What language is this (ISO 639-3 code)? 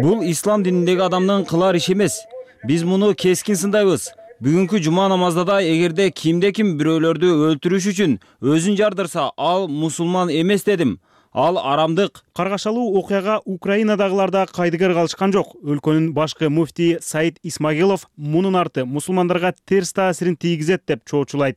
kir